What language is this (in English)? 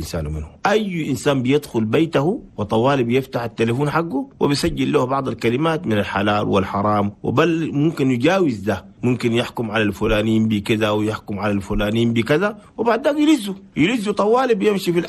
Chadian Arabic